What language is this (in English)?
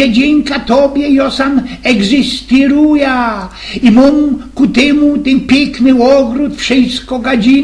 Silesian